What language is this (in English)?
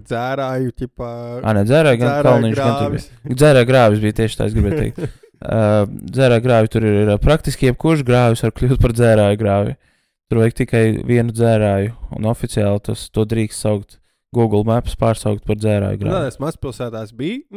Latvian